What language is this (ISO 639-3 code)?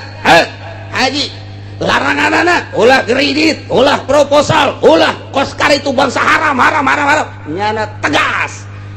sun